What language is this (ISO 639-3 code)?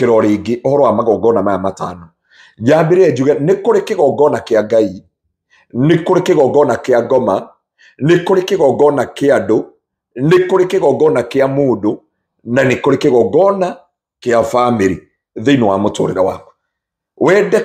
kik